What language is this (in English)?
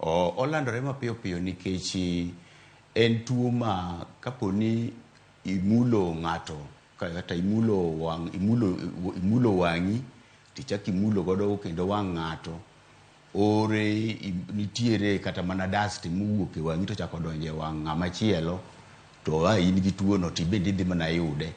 Luo (Kenya and Tanzania)